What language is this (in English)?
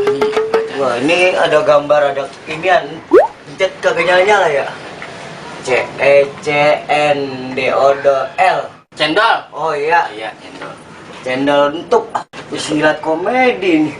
Betawi